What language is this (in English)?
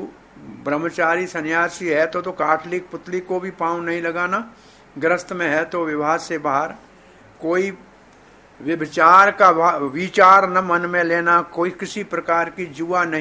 Hindi